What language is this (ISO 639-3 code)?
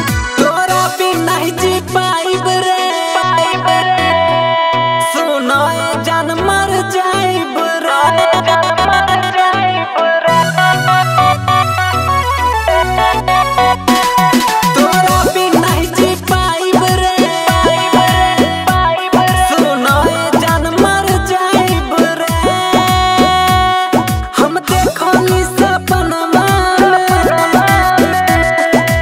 mag